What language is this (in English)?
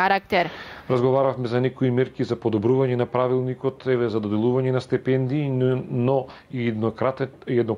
Macedonian